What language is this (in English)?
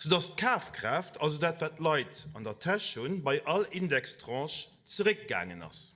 Luxembourgish